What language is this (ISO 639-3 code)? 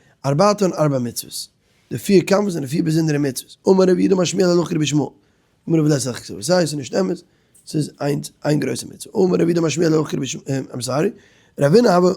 yid